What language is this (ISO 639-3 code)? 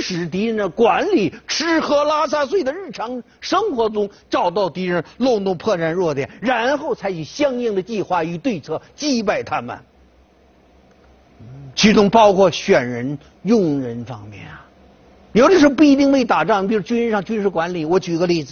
zho